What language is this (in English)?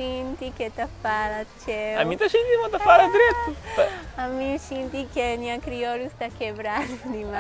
Kabuverdianu